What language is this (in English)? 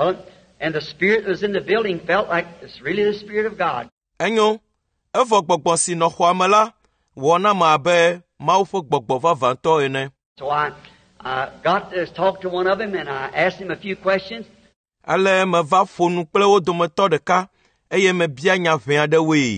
Ewe